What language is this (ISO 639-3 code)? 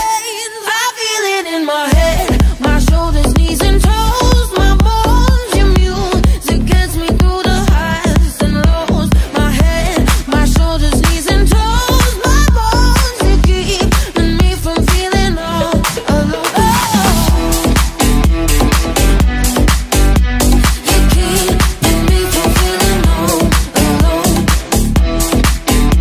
eng